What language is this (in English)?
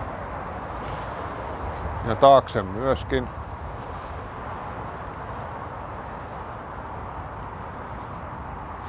Finnish